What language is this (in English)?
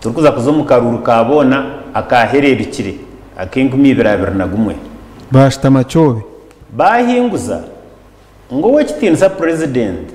Nyankole